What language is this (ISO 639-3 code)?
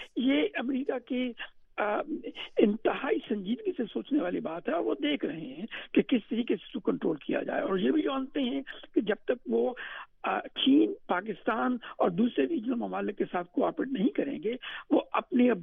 urd